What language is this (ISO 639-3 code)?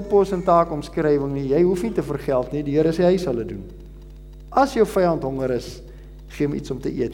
afr